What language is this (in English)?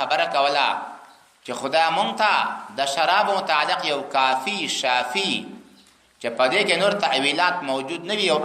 Pashto